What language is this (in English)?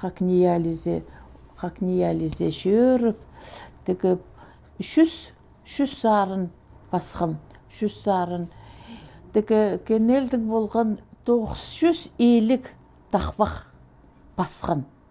Khakas